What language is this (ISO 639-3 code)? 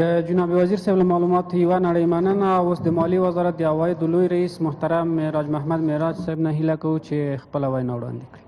pus